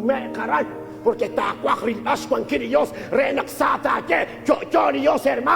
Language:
Kekchí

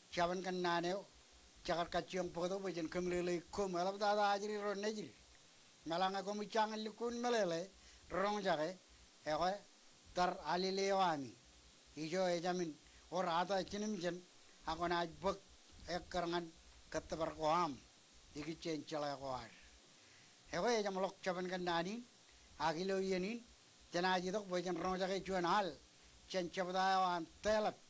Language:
Marshallese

